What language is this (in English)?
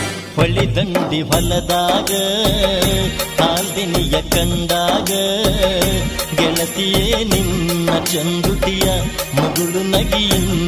Kannada